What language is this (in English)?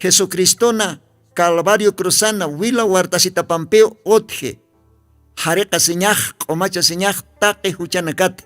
Aymara